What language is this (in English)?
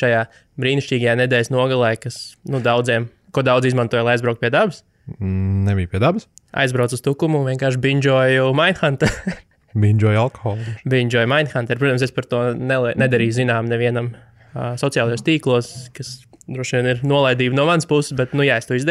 Latvian